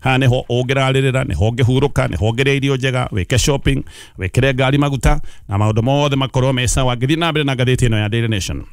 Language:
Kikuyu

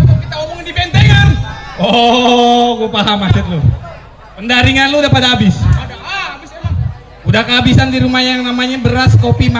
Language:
Betawi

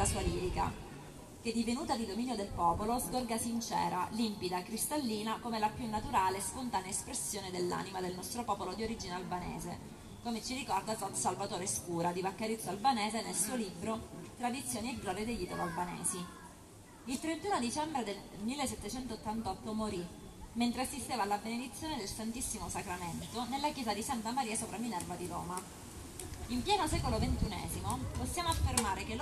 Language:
Italian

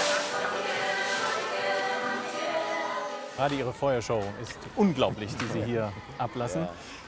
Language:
German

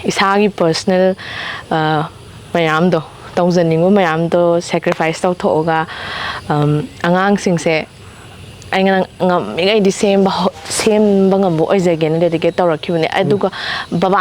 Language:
Manipuri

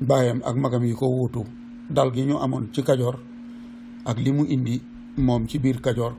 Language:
Wolof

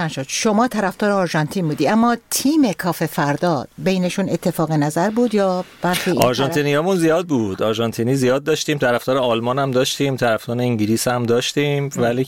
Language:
Persian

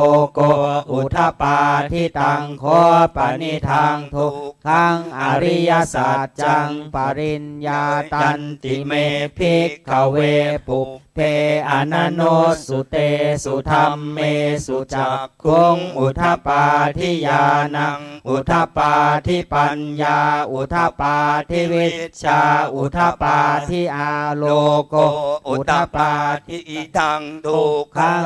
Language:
Pali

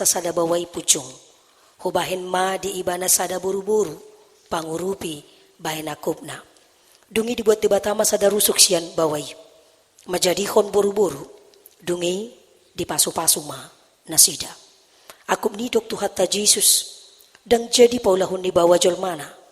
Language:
Batak Toba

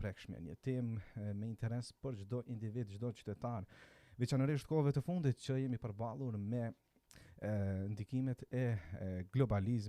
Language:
Albanian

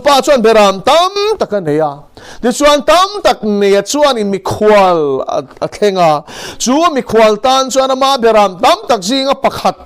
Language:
Mizo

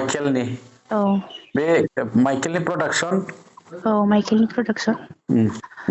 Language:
Bodo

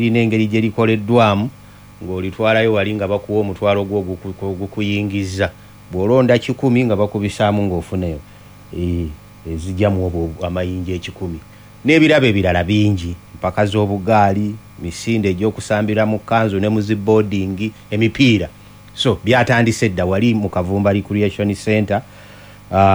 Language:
Ganda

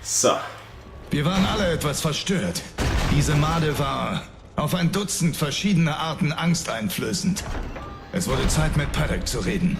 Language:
Swiss German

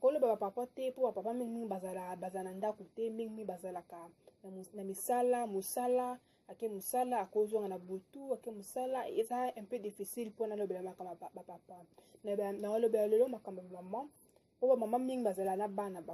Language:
Lingala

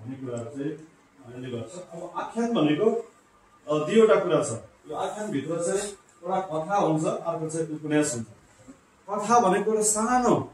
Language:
Nepali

